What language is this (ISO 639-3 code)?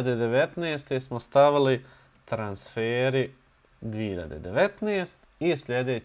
bos